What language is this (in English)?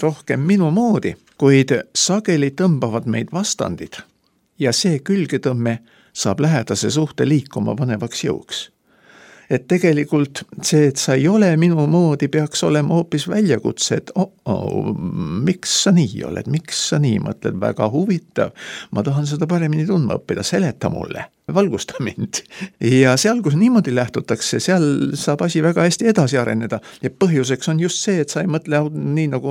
Estonian